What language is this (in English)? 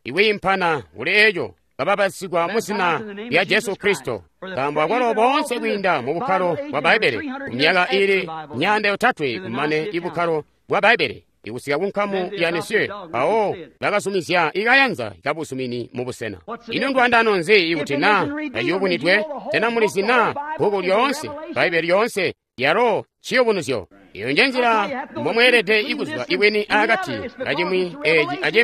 Tonga (Zambia)